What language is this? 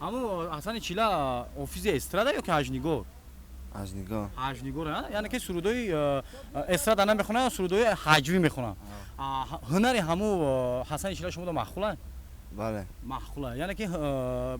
Tajik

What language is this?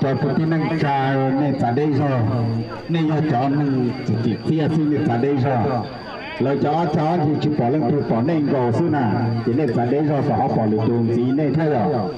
Hmong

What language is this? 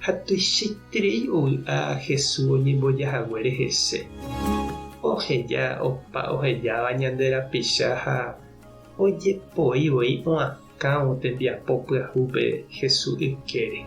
Guarani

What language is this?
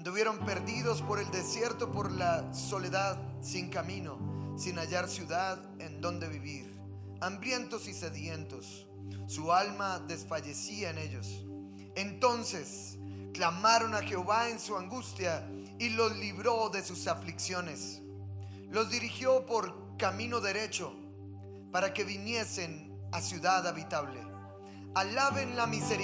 Spanish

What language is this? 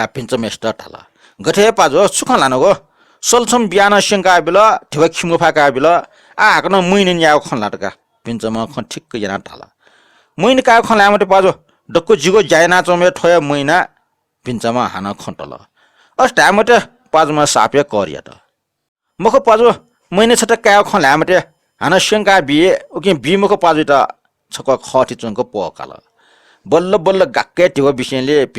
Newari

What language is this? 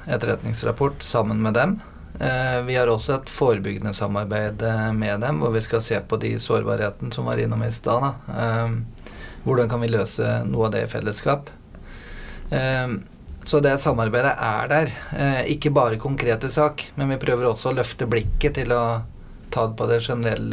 Norwegian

